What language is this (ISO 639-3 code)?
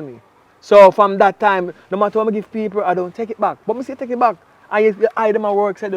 jam